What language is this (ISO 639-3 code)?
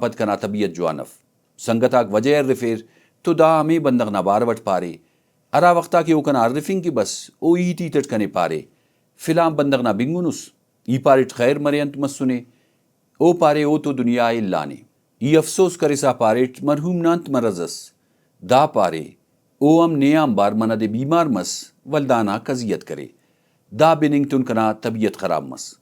brh